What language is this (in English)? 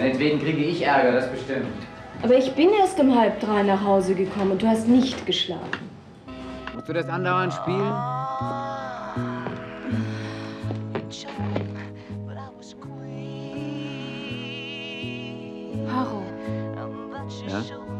German